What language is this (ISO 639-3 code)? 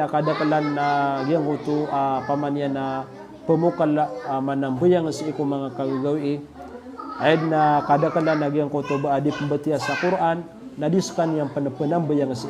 mrw